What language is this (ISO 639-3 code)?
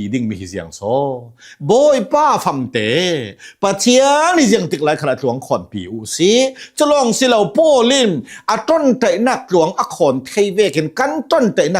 cnh